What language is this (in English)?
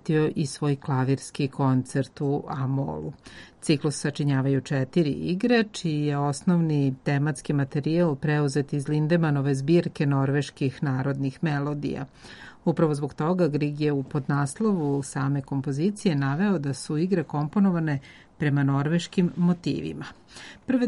Serbian